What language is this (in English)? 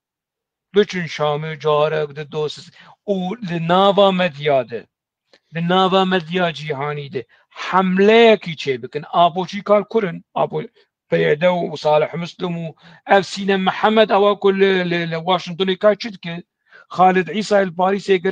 Kurdish